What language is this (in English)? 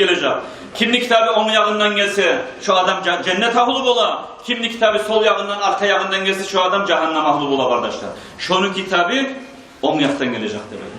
Kumyk